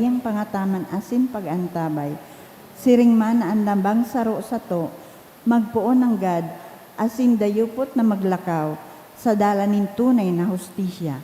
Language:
Bikol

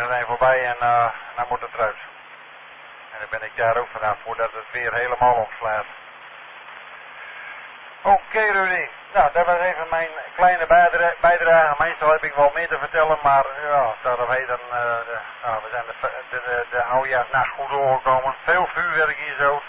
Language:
Dutch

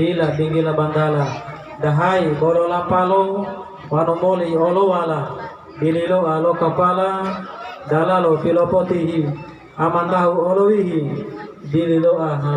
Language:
Gorontalo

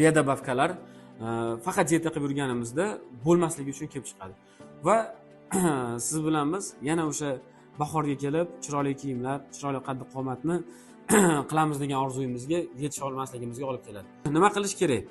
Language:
Uzbek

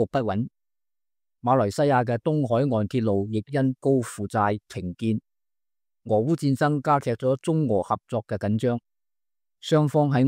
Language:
Cantonese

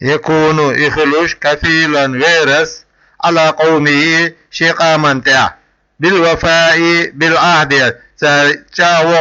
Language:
Chechen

